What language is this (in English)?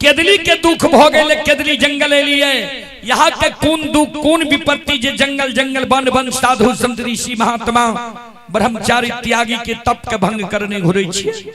Maithili